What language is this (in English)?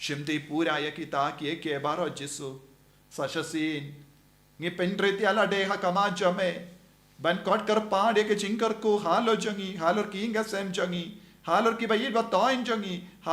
Khasi